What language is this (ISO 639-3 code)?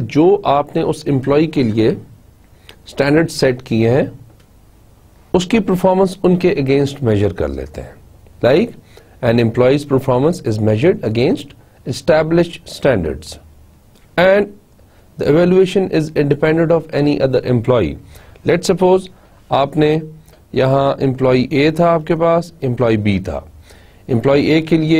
hin